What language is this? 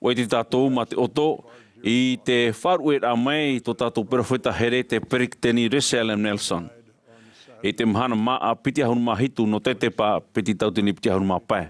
Tahitian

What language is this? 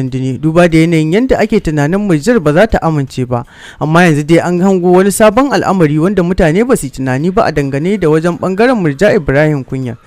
Hausa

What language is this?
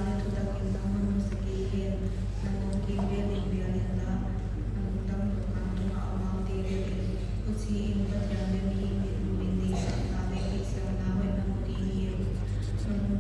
Paite Chin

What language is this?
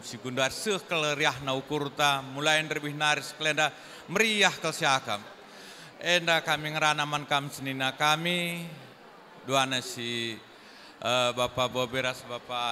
Batak Karo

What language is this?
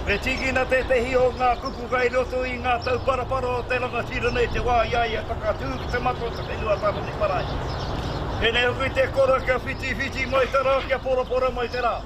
Māori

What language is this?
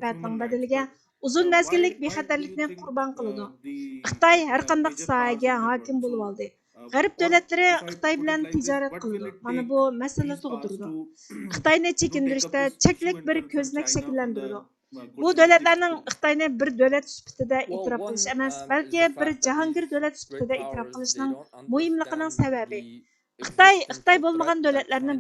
Uyghur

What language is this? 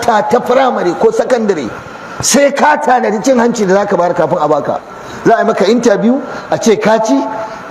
Hausa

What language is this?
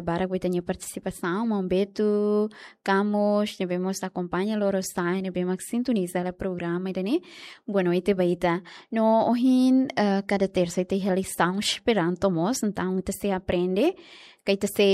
Tetum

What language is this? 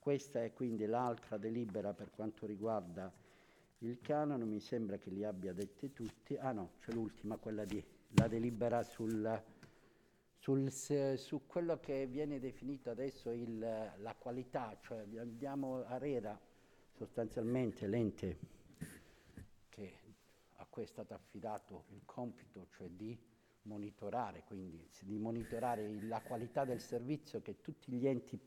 Italian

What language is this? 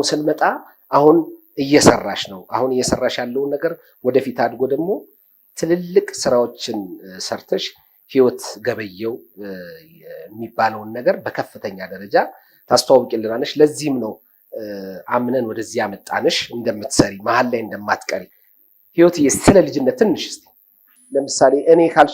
Amharic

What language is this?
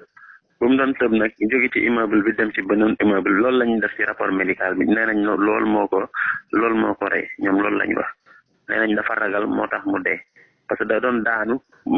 Wolof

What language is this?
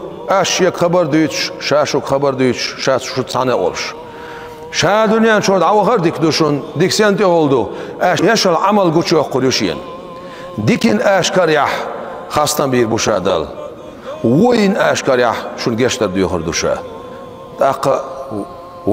Chechen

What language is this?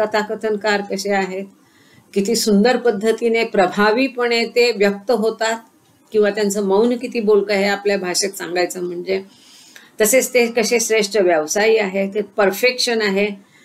Marathi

